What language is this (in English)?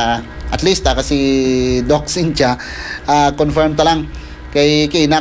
Hiligaynon